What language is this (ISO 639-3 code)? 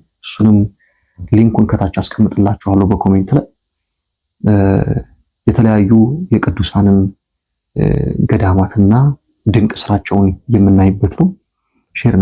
amh